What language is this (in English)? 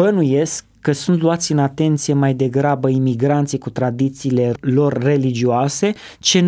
Romanian